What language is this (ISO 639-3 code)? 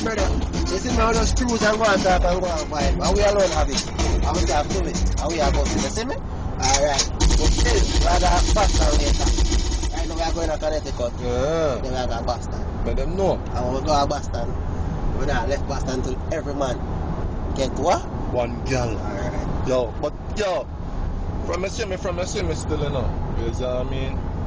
jam